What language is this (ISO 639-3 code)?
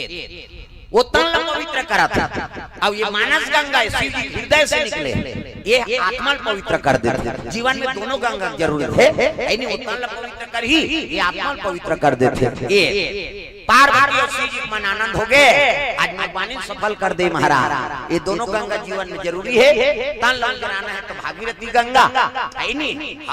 hne